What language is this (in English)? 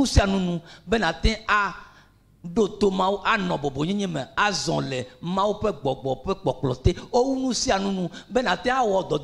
Ewe